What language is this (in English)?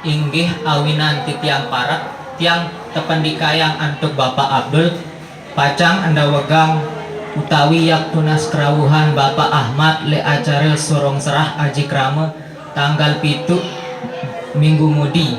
Sasak